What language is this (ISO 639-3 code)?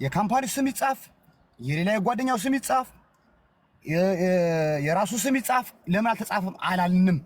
amh